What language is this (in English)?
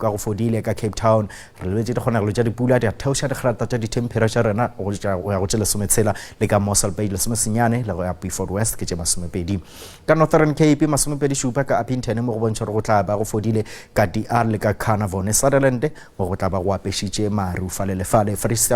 Northern Sotho